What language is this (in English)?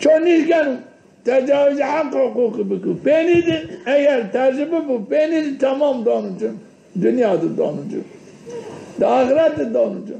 Zaza